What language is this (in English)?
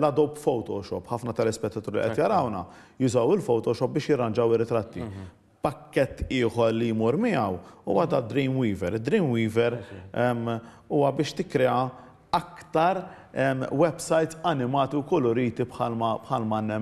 Maltese